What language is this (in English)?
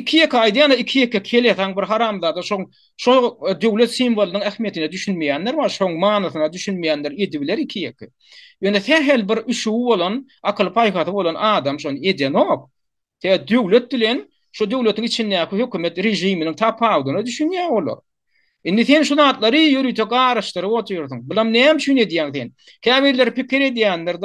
Turkmen